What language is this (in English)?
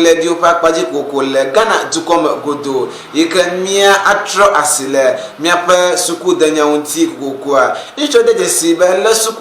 Ewe